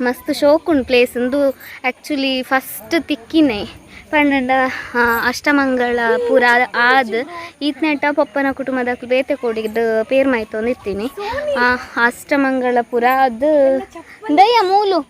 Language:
Tulu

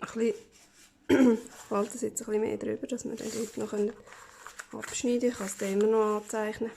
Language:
Swiss German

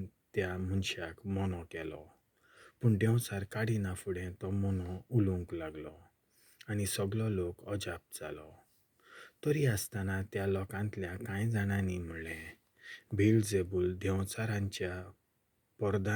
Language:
Konkani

